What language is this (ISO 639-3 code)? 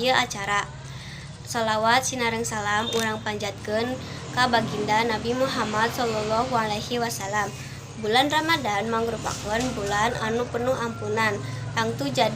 sun